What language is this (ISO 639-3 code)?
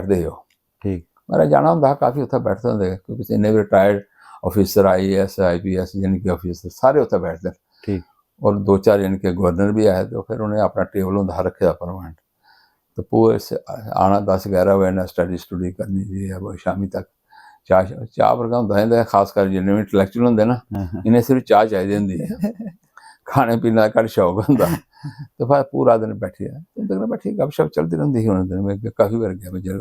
doi